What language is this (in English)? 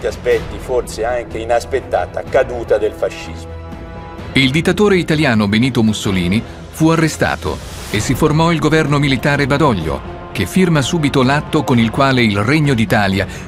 Italian